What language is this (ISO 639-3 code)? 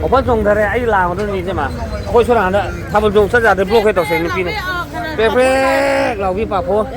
mni